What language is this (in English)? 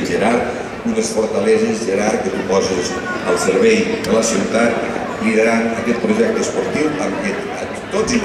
Catalan